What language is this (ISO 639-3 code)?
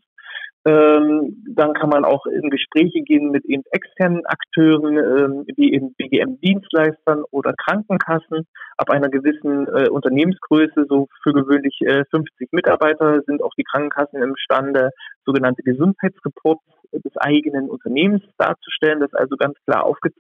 deu